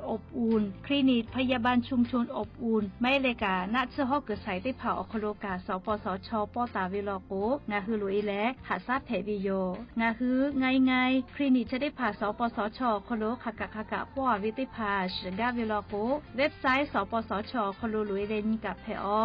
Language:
Lahu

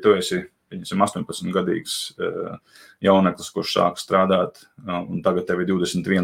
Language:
Latvian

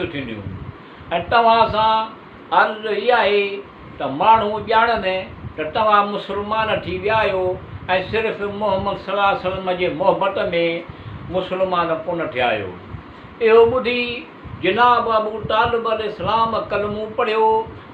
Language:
Sindhi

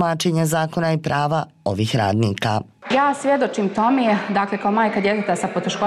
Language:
Bosnian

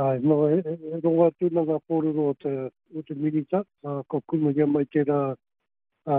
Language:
Māori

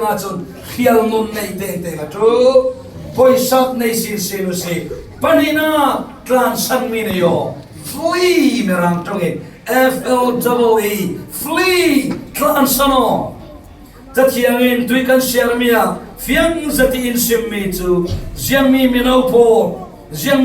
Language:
Falam Chin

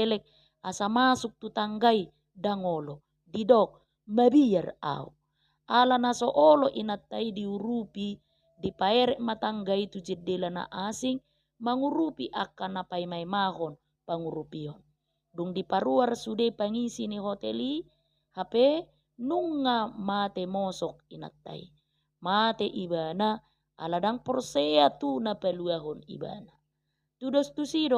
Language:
Batak Toba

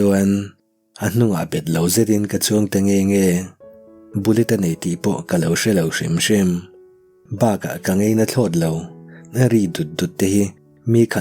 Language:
Mizo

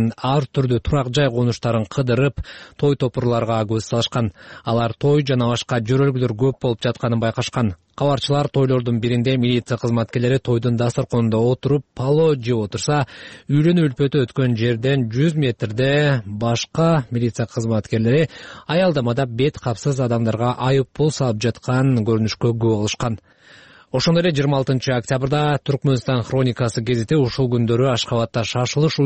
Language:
Kyrgyz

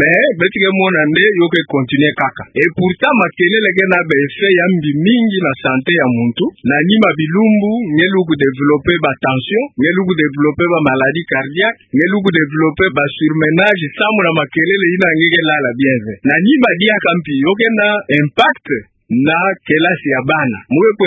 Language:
Kituba (Democratic Republic of Congo)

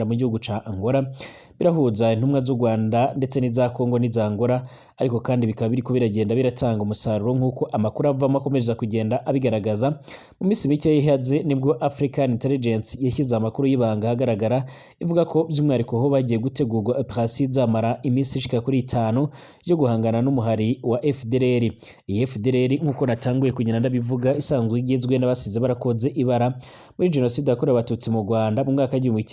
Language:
Rundi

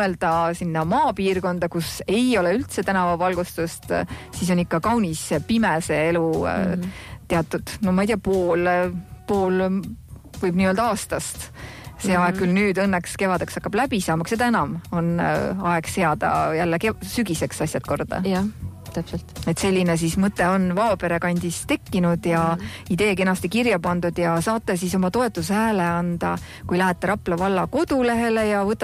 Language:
Estonian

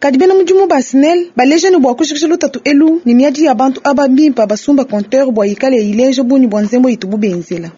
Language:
Luba-Lulua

